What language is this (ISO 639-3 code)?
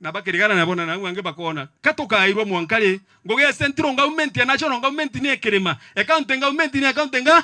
mer